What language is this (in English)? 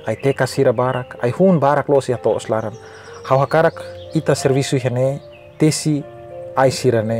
Tetum